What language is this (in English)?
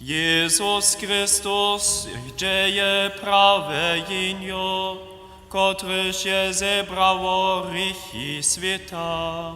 Upper Sorbian